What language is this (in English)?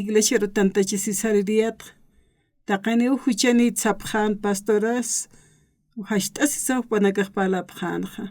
Aymara